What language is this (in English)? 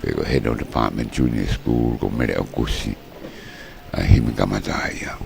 Tongan